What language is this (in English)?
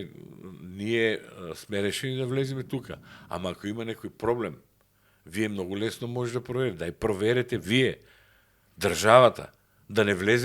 Macedonian